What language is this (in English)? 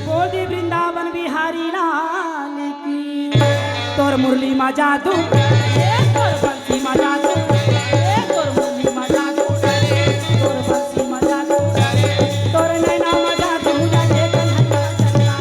Chhattisgarhi